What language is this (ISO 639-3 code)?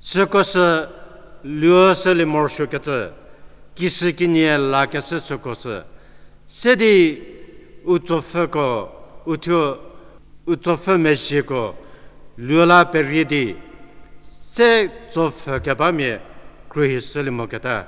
njm